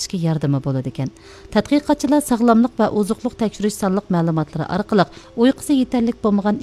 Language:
Uyghur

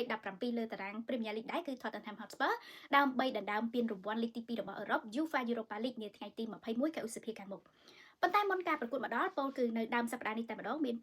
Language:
Khmer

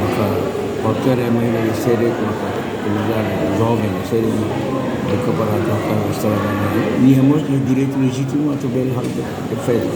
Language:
Tetum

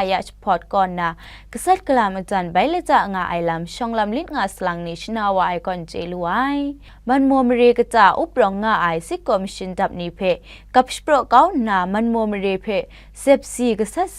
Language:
Kachin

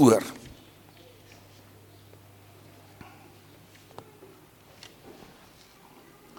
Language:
Afrikaans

